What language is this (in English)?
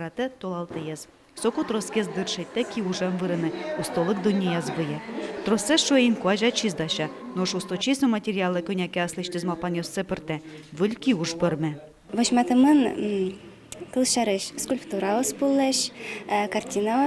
Udmurt